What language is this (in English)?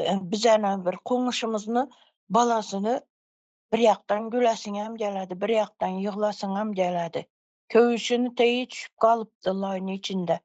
Turkmen